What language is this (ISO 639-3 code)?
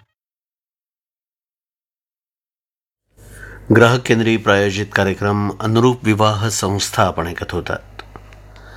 mar